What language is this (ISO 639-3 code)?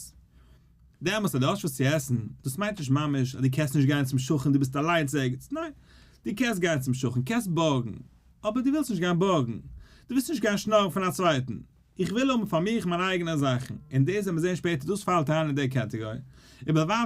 yid